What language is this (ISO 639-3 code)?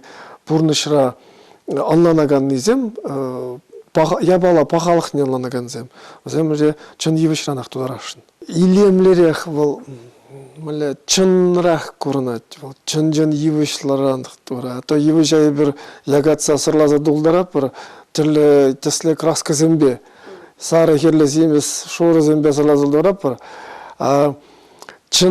chv